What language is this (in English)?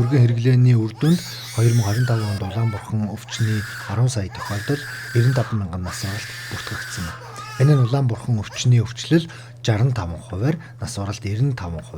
Mongolian